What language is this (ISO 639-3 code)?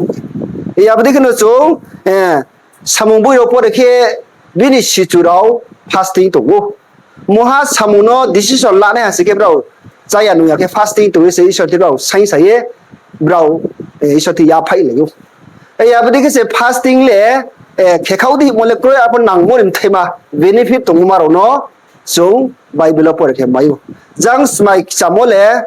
ria